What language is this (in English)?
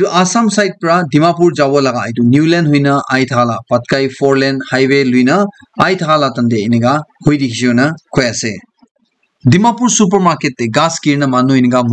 Naga Pidgin